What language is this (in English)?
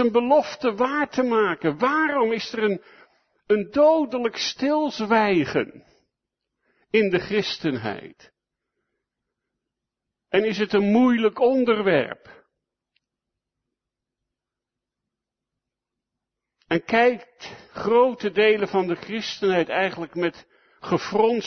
Dutch